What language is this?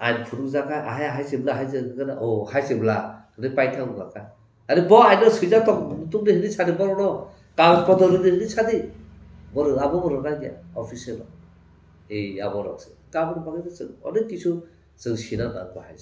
Kok Borok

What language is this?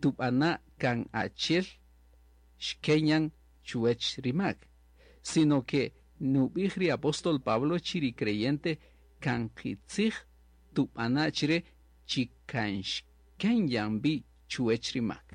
Kaqchikel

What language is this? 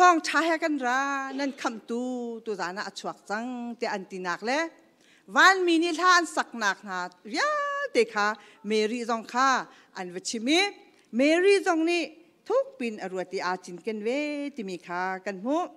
Hakha Chin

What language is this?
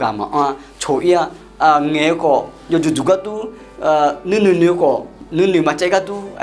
Akha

